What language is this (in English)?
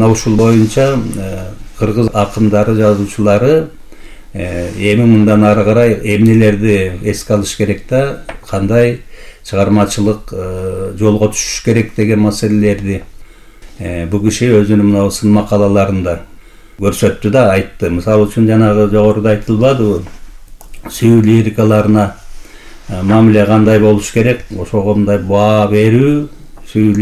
Kyrgyz